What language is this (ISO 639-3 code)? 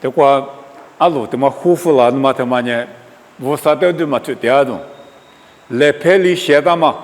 lis